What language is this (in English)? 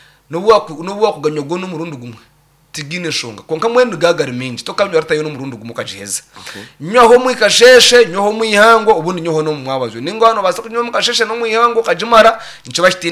Nyankole